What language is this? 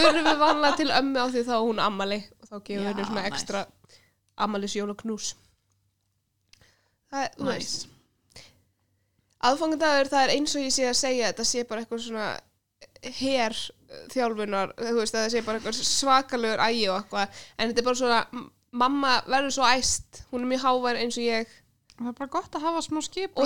Icelandic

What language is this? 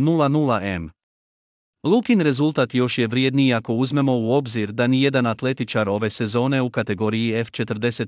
Croatian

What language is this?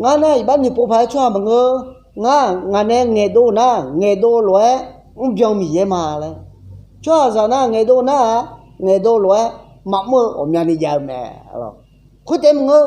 Akha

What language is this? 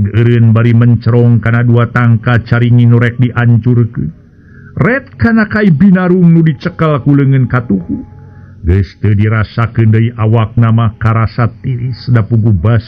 Sundanese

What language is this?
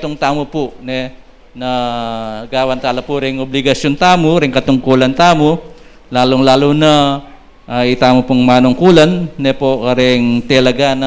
Pampanga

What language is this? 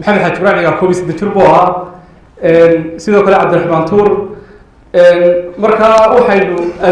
Somali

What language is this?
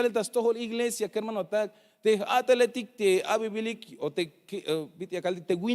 Tzeltal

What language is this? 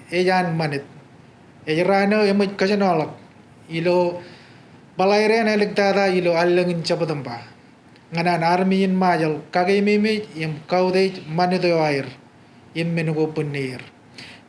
Marshallese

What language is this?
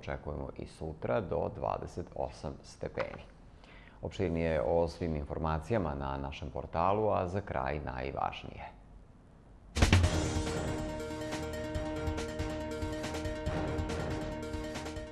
Serbian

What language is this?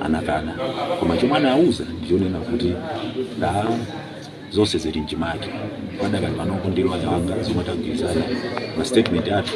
Nyanja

